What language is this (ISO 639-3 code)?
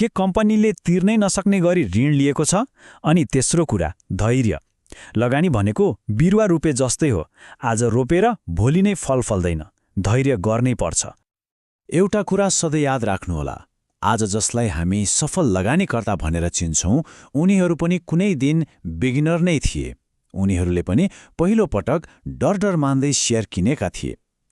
nep